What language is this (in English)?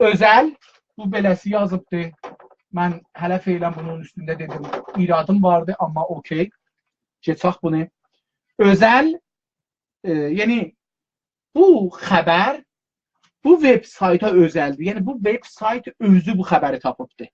South Azerbaijani